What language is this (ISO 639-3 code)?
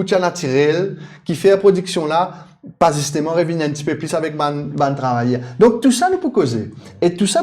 mfe